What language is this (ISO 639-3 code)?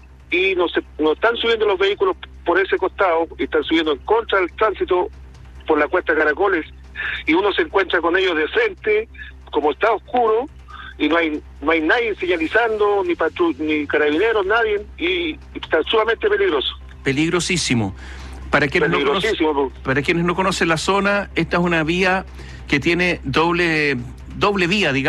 spa